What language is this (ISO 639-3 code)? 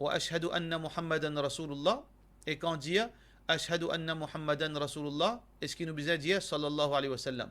mfe